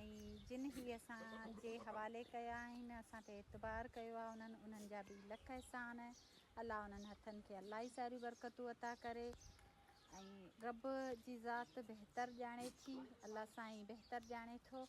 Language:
Sindhi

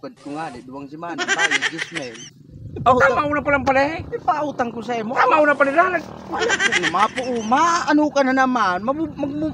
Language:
Bikol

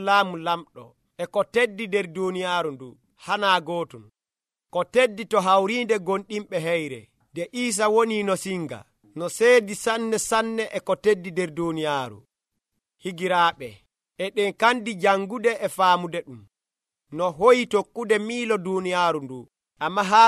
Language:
Nigerian Fulfulde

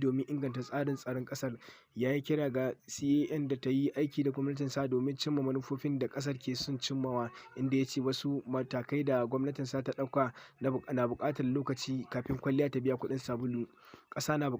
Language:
Hausa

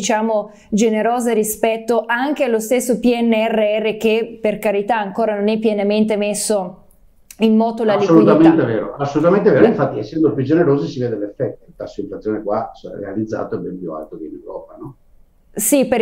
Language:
Italian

